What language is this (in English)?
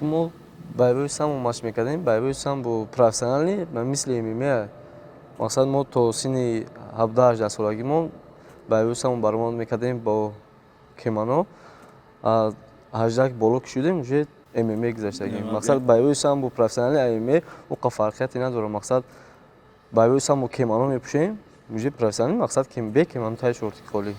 Tajik